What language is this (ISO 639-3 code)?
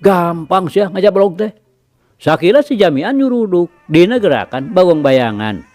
sun